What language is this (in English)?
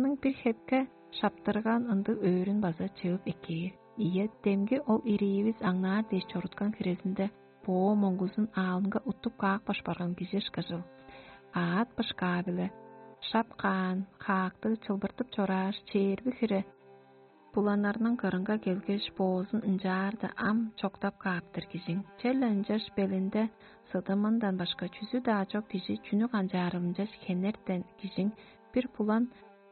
Tuvinian